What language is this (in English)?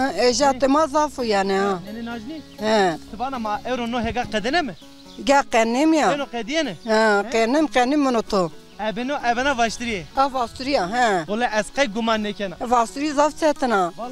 Zaza